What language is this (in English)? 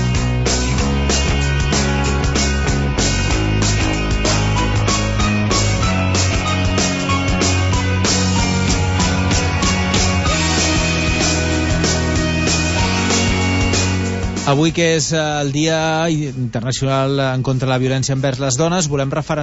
Catalan